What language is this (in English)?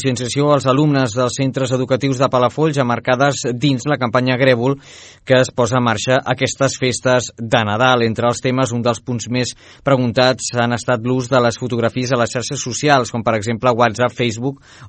Catalan